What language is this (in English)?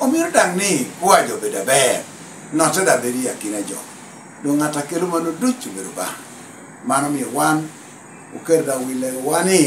Lango (Uganda)